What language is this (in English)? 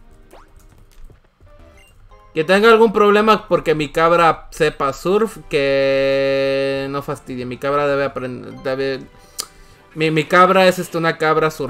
Spanish